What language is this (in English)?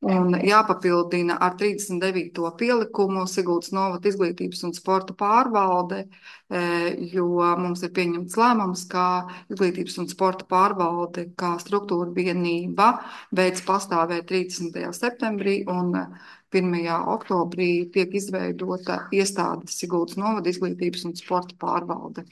Latvian